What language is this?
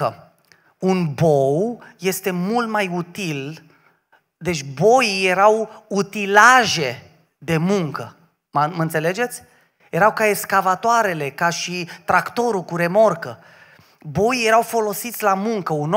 Romanian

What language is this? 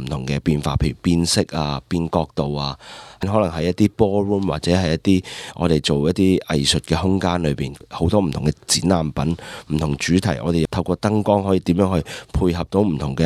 Cantonese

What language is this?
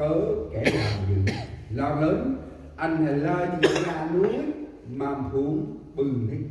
Central Mnong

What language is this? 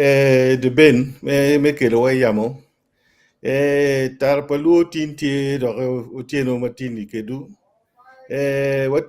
Acoli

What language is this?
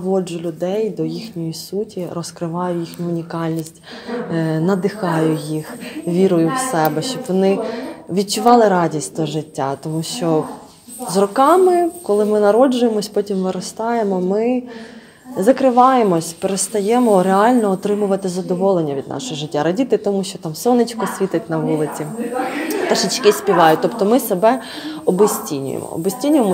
Ukrainian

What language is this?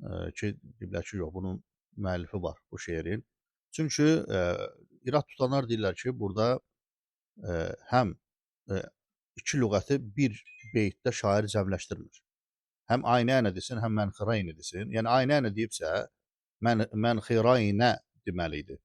Azerbaijani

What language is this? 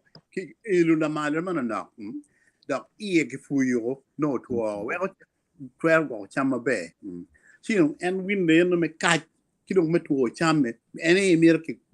Acoli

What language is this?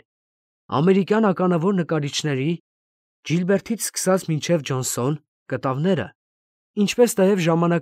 Armenian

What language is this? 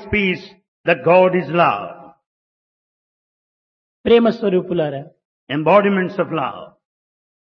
Telugu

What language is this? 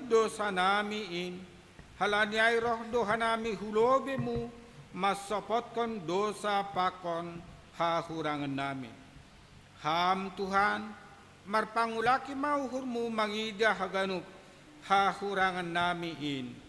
Batak Simalungun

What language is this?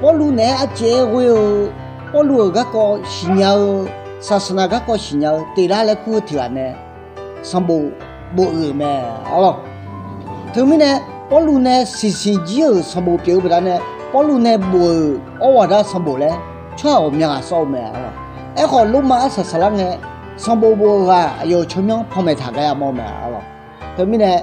Akha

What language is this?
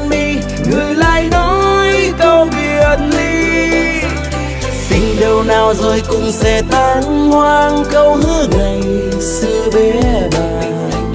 Vietnamese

